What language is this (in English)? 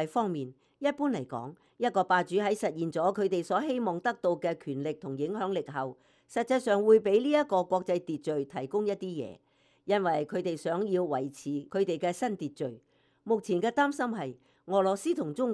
Cantonese